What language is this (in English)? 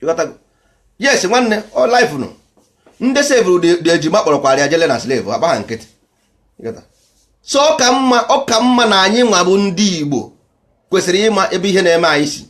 Igbo